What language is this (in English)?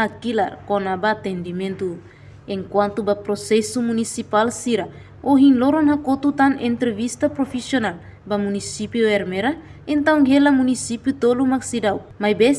Tetum